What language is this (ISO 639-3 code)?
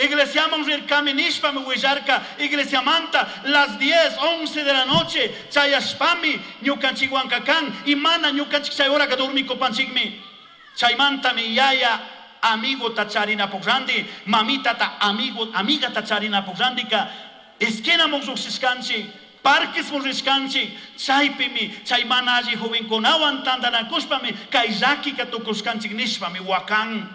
qug